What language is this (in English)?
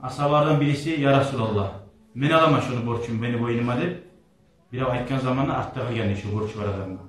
Kumyk